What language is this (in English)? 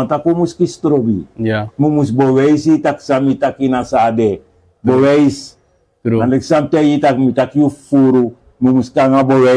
Sranan Tongo